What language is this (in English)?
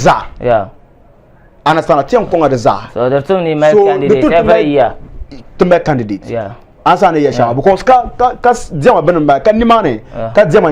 Dagbani